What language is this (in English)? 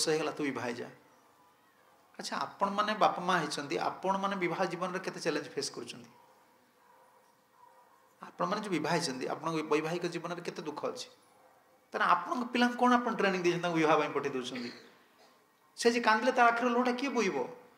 Odia